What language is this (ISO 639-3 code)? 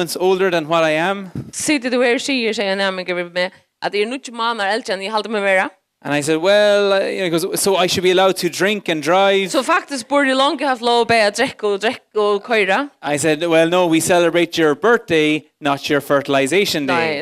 fao